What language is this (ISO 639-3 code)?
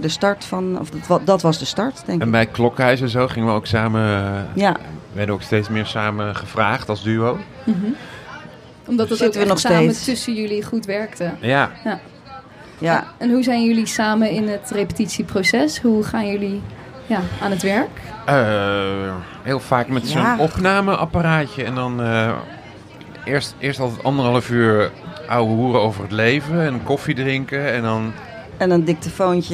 nld